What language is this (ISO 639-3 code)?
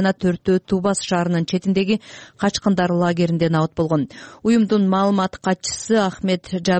kir